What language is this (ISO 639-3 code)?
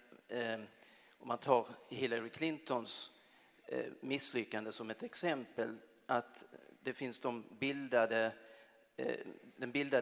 swe